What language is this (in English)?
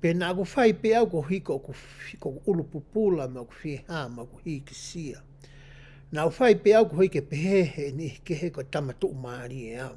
Tongan